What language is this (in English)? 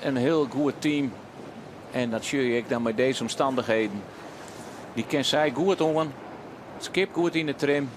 Western Frisian